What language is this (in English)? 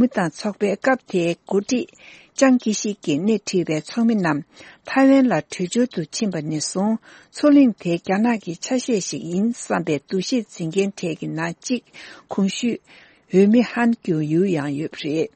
Tibetan